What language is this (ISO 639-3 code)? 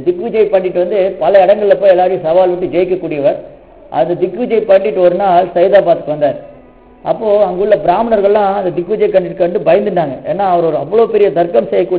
tam